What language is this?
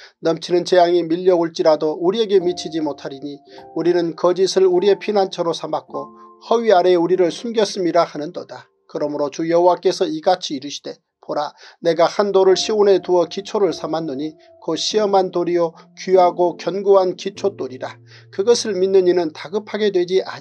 Korean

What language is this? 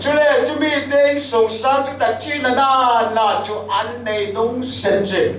Falam Chin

